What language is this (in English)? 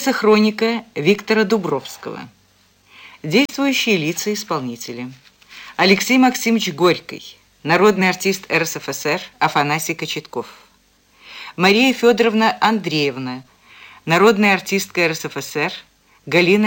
Russian